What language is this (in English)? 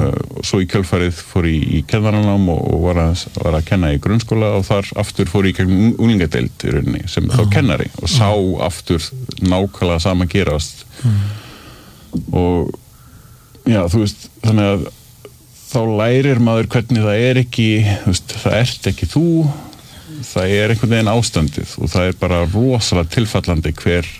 Icelandic